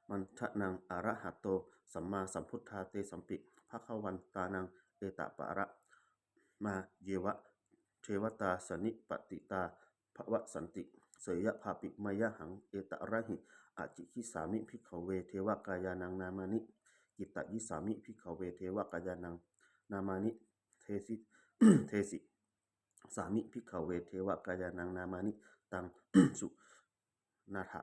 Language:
Pali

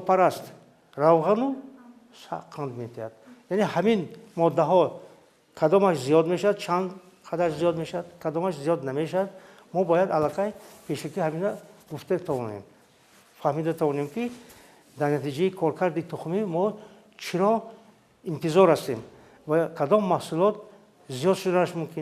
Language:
Tajik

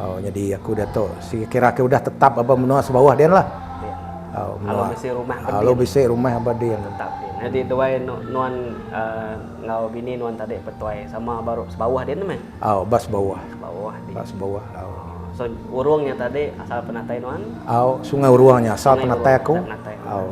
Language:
Iban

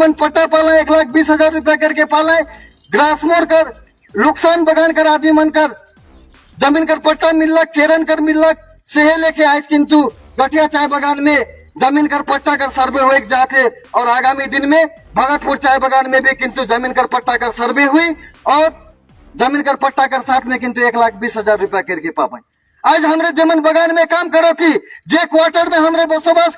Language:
Sadri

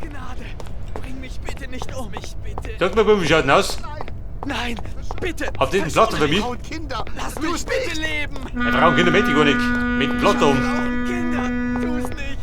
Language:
Bavarian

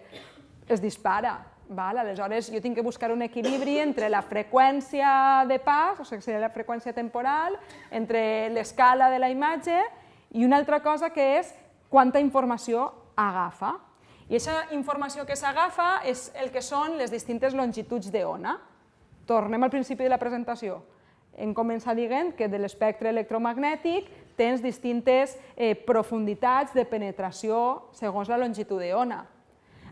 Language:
Catalan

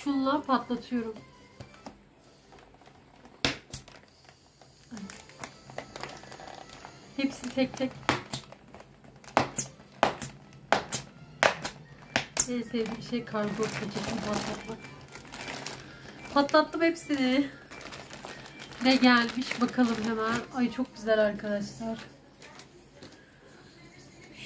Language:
Turkish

